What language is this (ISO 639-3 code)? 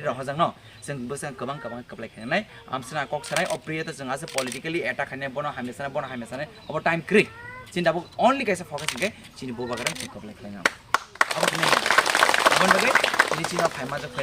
trp